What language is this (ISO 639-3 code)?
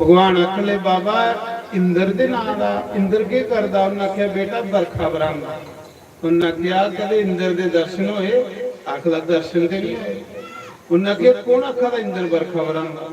doi